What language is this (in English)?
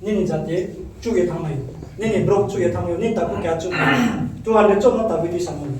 Riang (India)